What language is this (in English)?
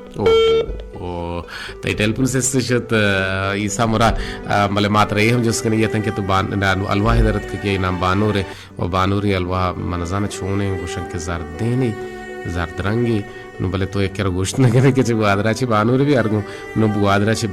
Baluchi